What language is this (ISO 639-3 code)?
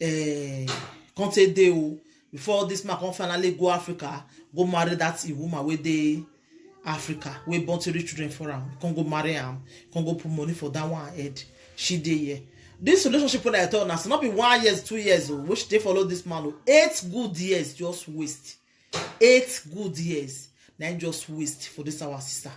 pcm